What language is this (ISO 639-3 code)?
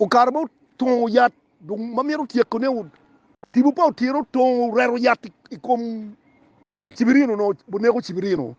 ach